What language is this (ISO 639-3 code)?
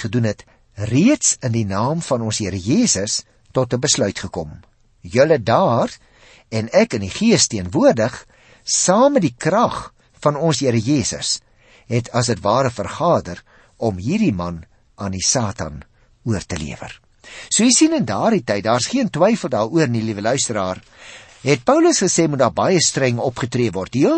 afr